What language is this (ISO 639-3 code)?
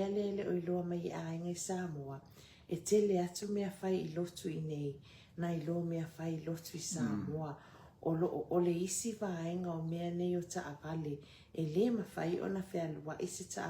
smo